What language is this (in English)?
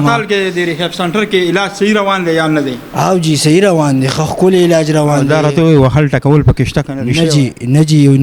Pashto